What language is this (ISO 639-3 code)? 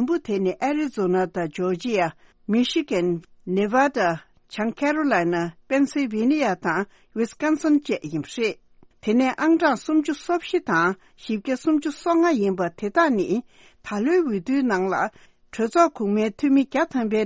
bod